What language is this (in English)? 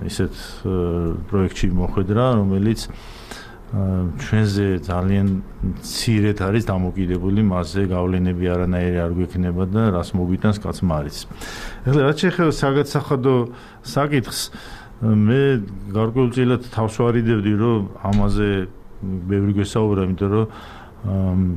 Georgian